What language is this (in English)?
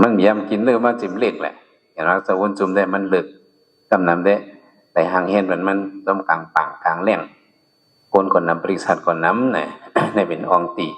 Shan